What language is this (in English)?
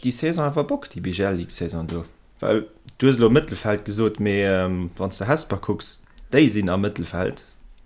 Luxembourgish